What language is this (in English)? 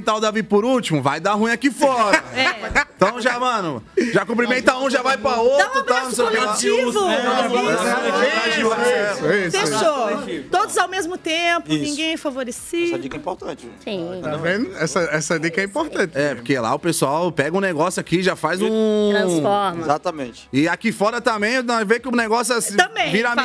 Portuguese